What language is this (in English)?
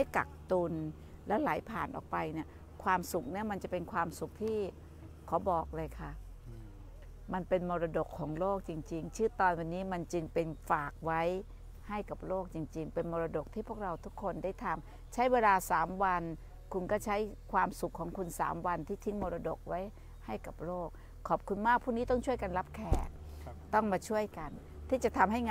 Thai